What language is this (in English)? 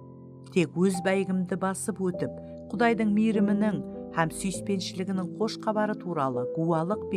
Kara-Kalpak